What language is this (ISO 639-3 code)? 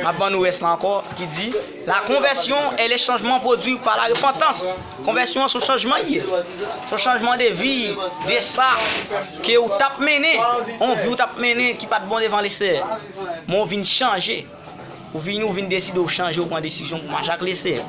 hat